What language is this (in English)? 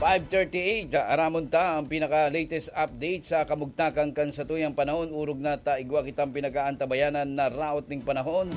Bikol